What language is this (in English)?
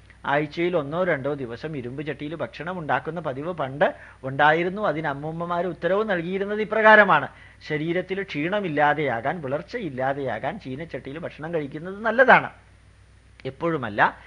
Malayalam